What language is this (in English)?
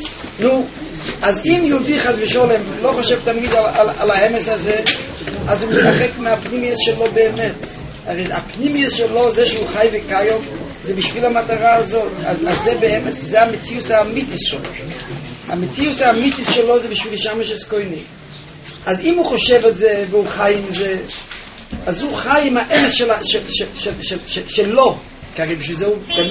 Hebrew